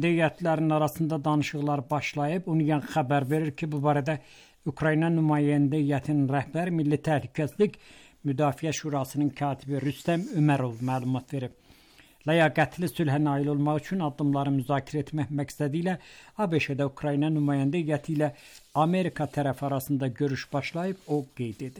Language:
Azerbaijani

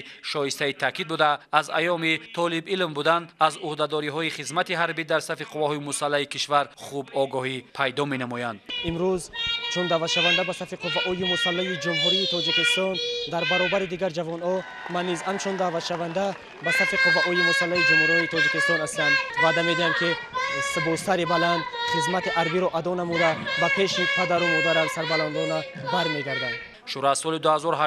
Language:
Tajik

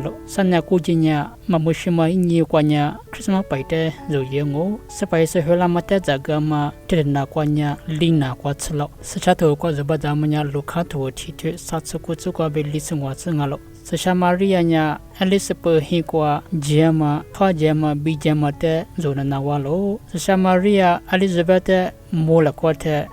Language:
Lisu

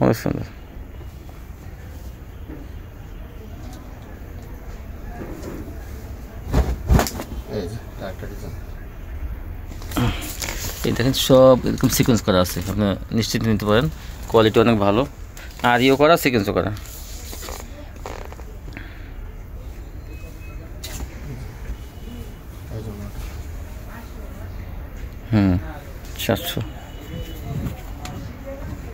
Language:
Bangla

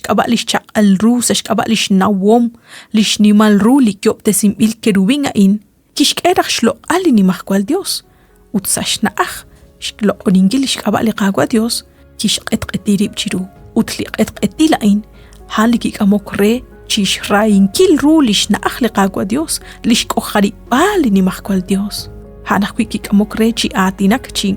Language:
Kekchí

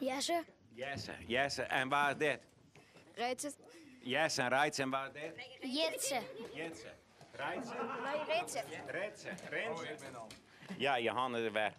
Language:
Western Frisian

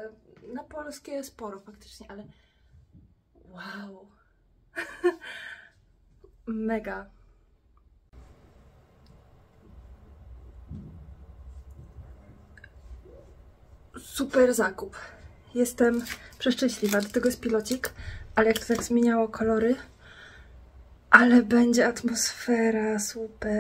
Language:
Polish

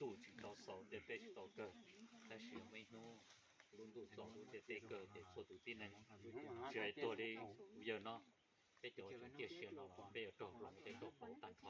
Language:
Hmong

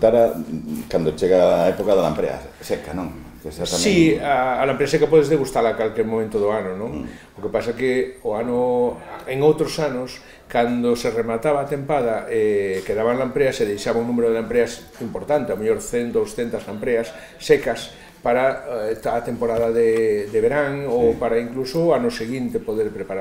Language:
Galician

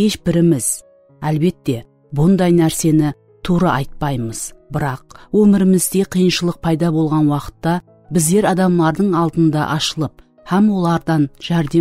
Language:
Kara-Kalpak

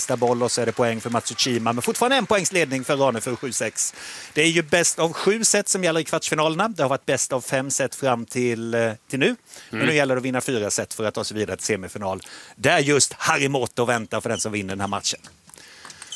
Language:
Swedish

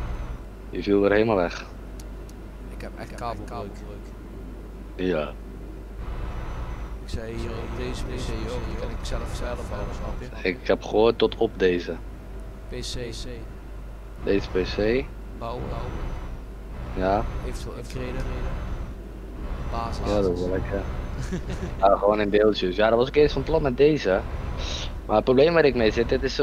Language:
Dutch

